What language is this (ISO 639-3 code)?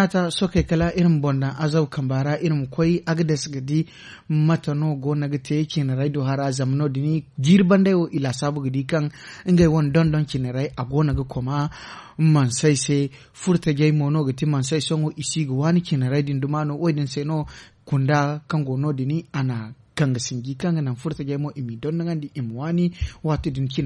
dje